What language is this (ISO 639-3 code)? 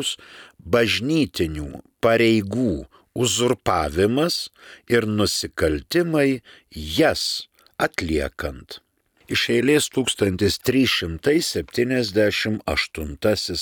lit